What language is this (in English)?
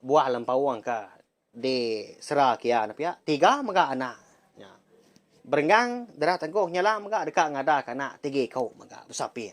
Iban